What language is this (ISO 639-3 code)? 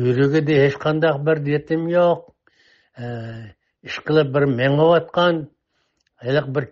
uig